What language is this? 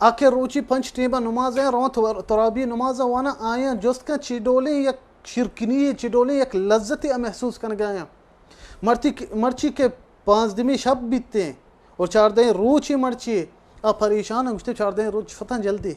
Baluchi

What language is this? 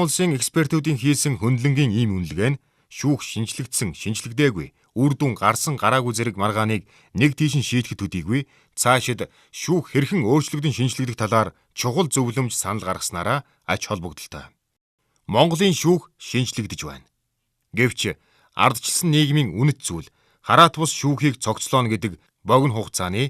Mongolian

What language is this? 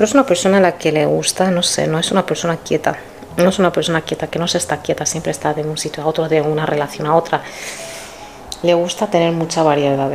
Spanish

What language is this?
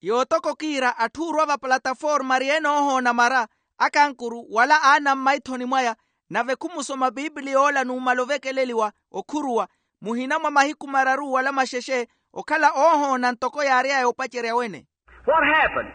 Makhuwa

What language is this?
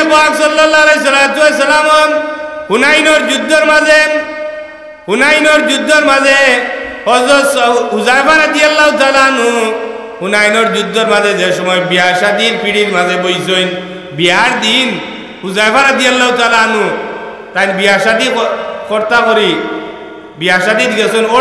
Sylheti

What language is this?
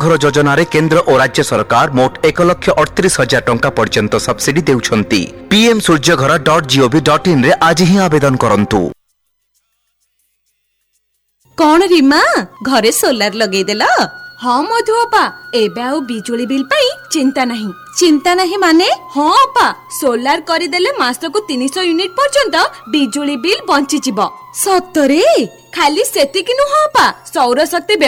Odia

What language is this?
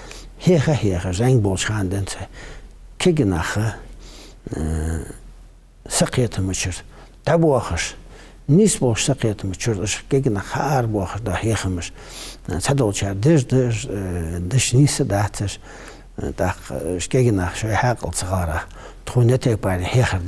Ingush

